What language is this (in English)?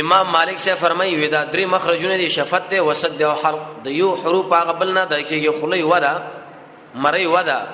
Pashto